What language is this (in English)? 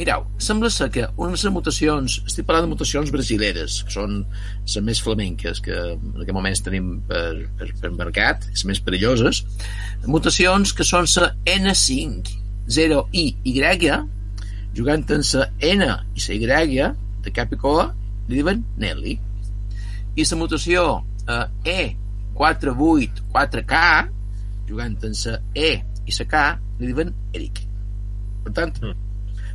Catalan